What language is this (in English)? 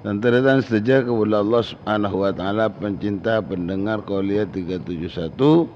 Madurese